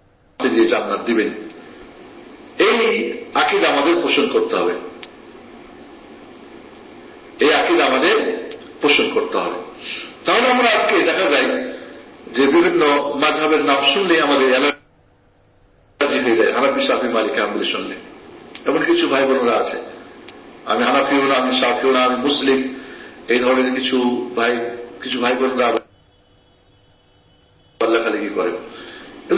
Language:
Bangla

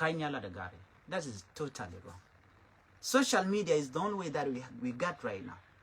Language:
Nuer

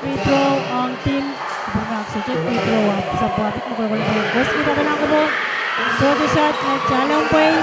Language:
Pohnpeian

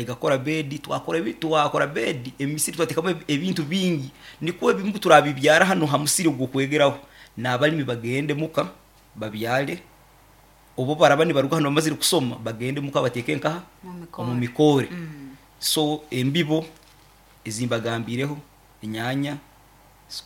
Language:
Nyankole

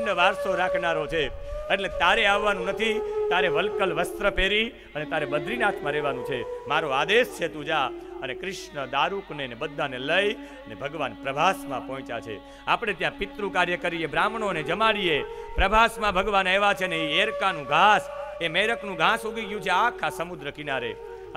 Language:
Gujarati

